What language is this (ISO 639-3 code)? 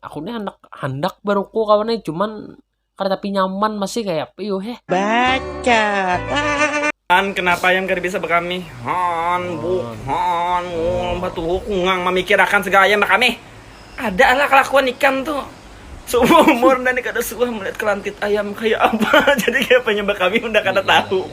bjn